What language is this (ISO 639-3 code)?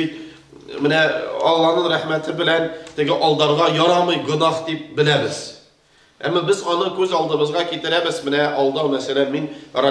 tat